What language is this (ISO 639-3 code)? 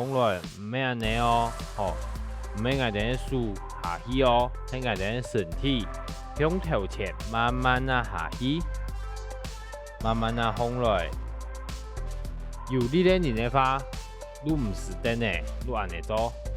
hak